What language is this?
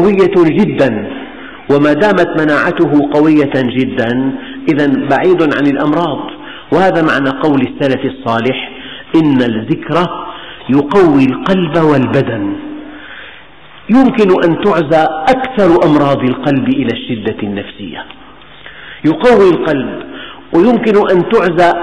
Arabic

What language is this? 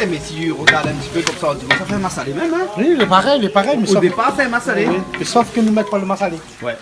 Réunion Creole French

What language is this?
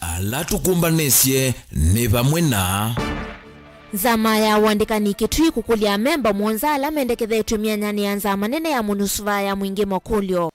Kamba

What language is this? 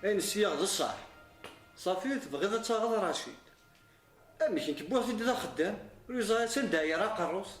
Kabyle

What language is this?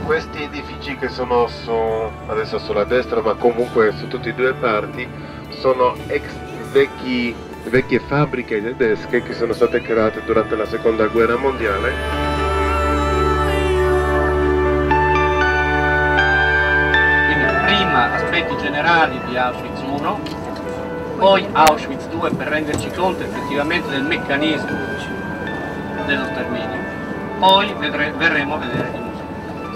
Italian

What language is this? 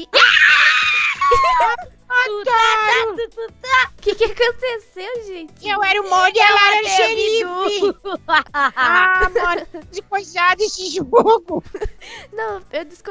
Portuguese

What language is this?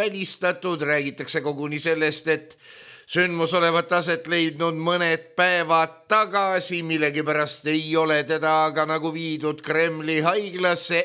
Estonian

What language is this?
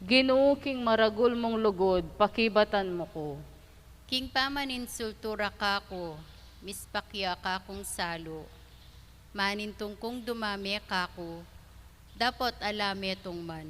Pampanga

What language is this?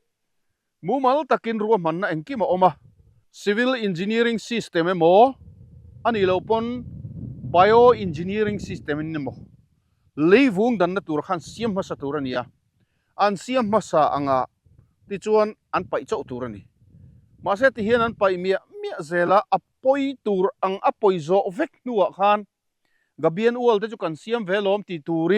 Mizo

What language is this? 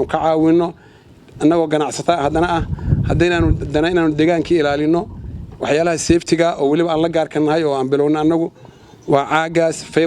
Somali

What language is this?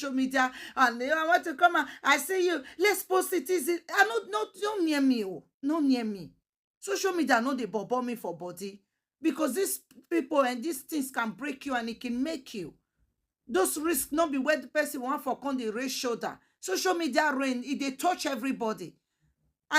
Nigerian Pidgin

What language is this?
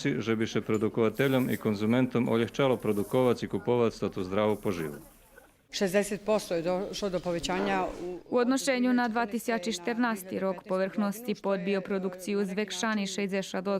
Rusyn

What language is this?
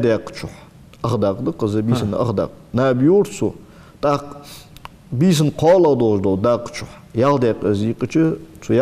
Ingush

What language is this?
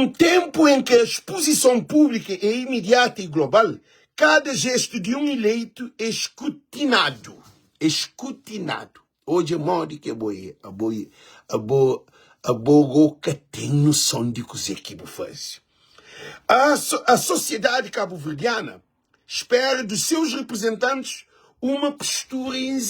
Kabuverdianu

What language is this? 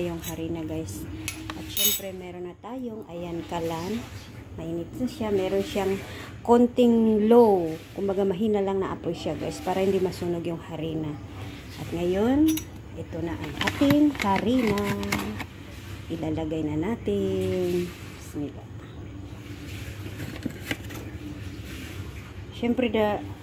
Filipino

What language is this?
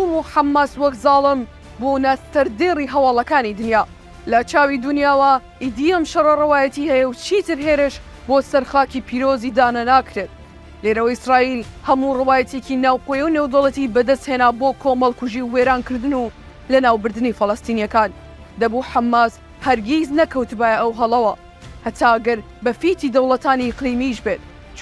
Central Kurdish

